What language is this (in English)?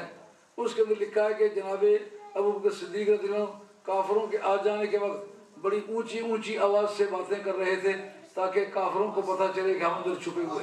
Urdu